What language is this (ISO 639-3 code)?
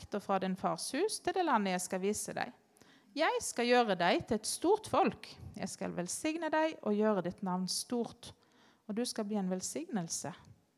nor